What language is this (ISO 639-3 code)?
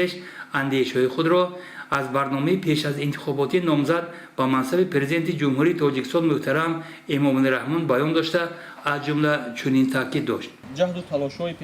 tgk